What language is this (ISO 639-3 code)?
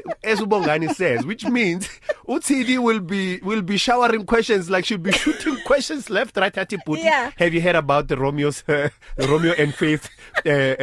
eng